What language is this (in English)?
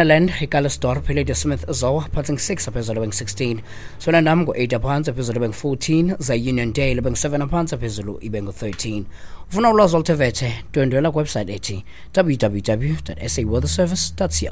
Xhosa